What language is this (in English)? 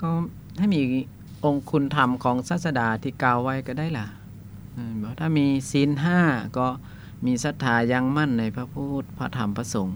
Lao